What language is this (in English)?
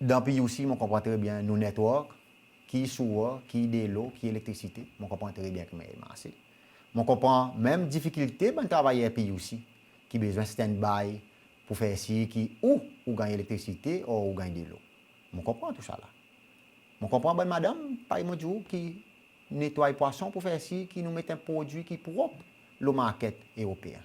Seselwa Creole French